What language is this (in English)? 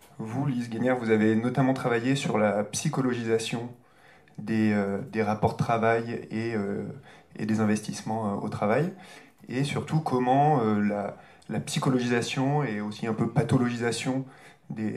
French